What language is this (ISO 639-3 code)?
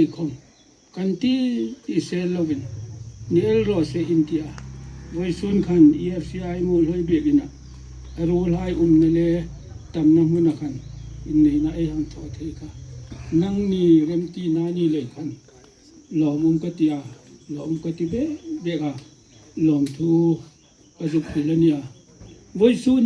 hmr